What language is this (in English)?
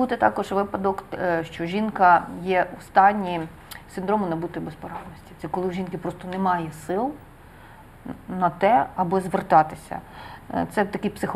Ukrainian